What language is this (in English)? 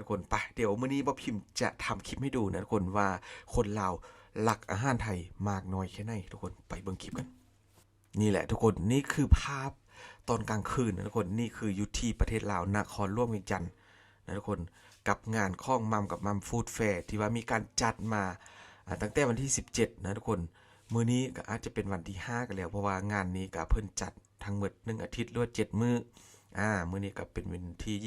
Lao